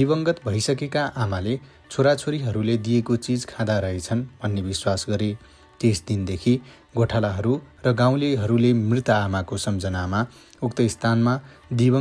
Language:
Nepali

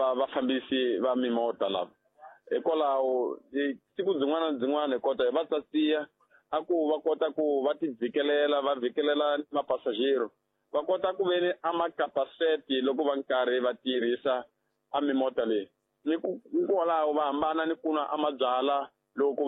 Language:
Tsonga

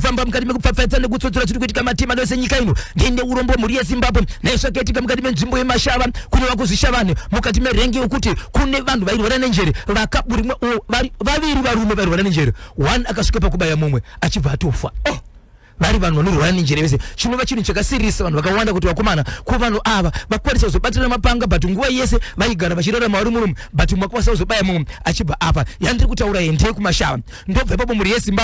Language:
Shona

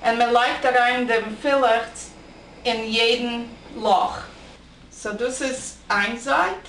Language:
Yiddish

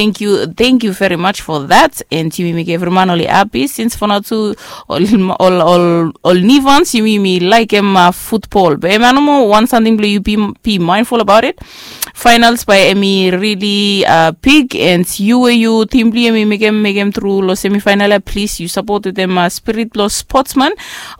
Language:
Bislama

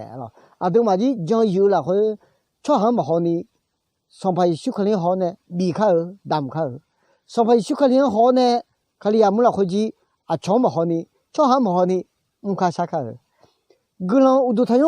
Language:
Akha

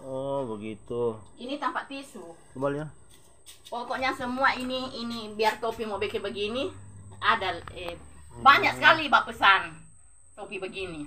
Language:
Manado Malay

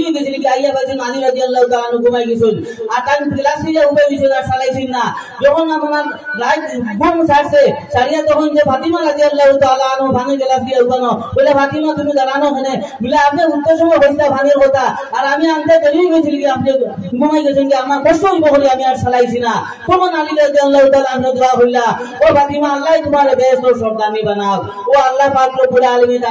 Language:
Sylheti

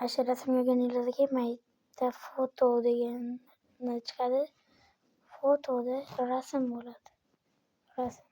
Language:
Uzbek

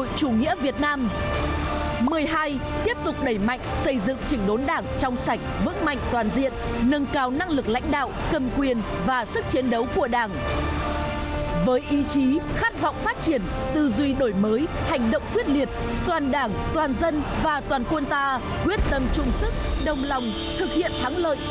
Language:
Vietnamese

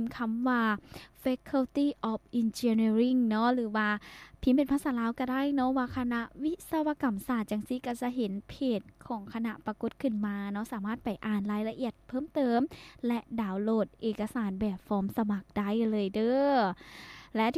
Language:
Lao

